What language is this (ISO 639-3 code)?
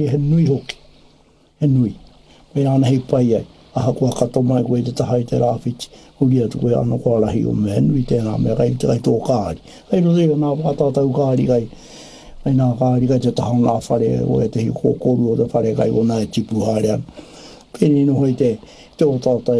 mri